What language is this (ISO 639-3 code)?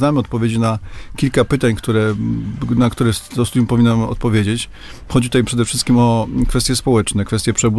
pol